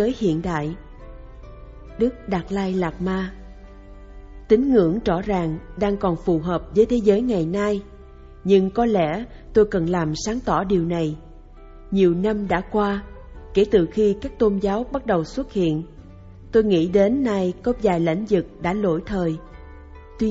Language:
Vietnamese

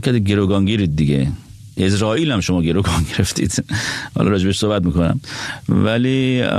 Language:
Persian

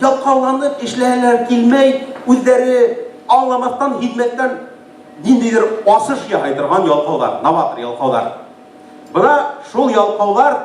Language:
Bashkir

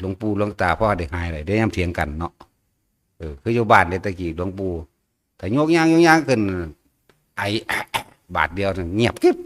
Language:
Northeastern Thai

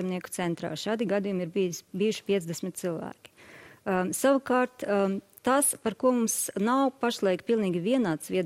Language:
Latvian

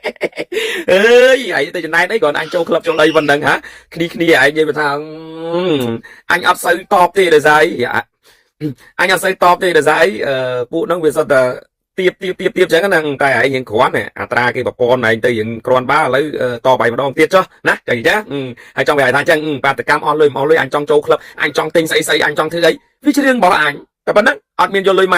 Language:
Khmer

